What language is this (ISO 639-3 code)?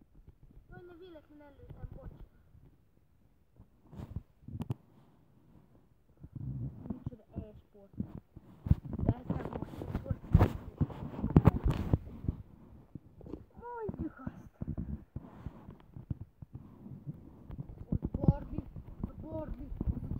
hun